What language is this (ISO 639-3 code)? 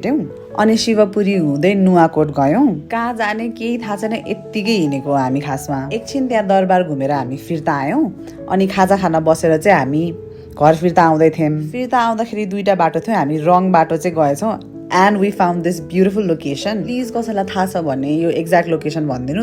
nep